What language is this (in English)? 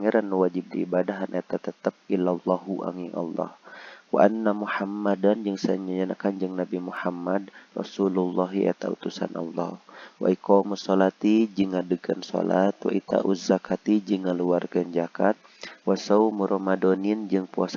Sundanese